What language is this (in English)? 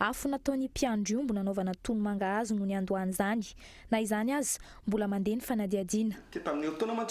Malagasy